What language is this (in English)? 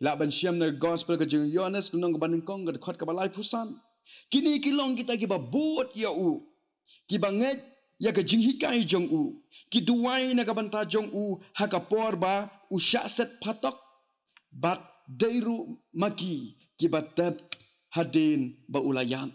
Khasi